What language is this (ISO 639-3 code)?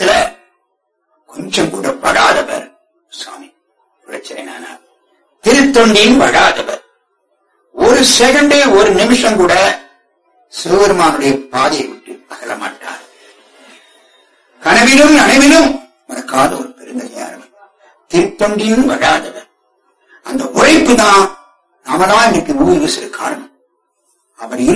tam